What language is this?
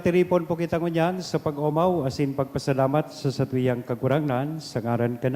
Bikol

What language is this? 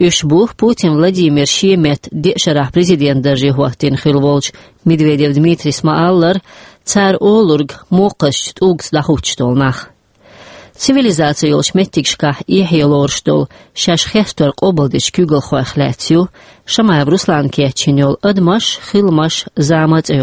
Chechen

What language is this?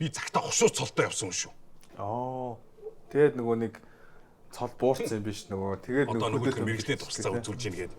Mongolian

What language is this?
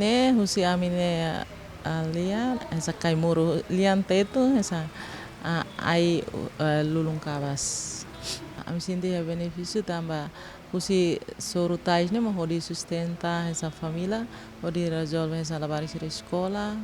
Tetum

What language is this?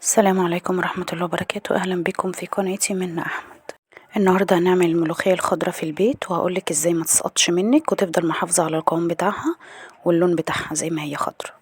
Egyptian Arabic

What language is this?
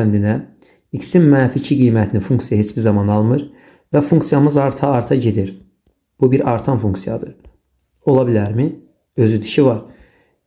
Azerbaijani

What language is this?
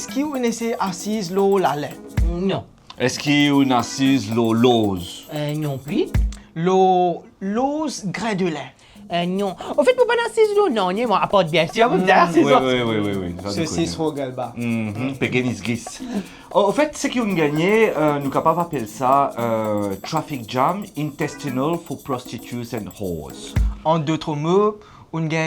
Morisyen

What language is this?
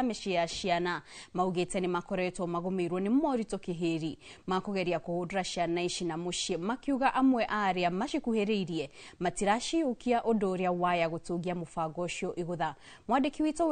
Kikuyu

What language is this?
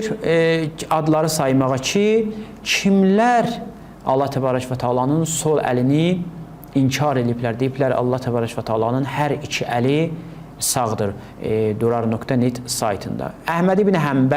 Azerbaijani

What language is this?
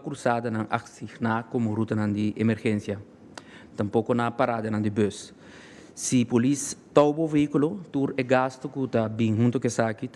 Papiamento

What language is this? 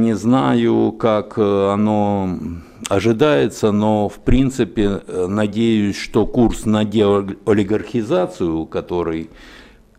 Russian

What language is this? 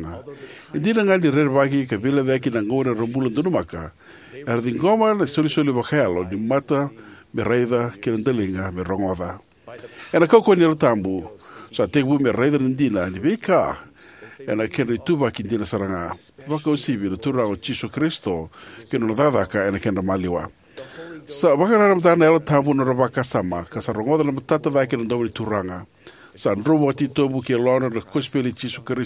Fijian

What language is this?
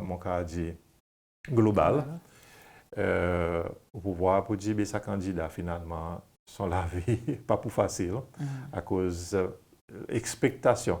Seselwa Creole French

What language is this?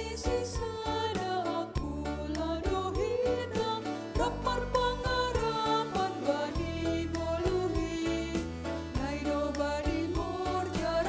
Batak Simalungun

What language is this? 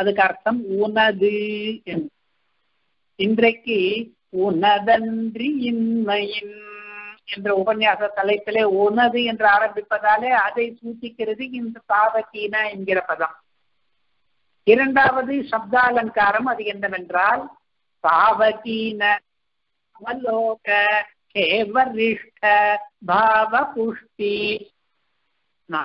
Tamil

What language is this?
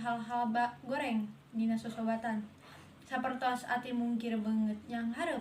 Sundanese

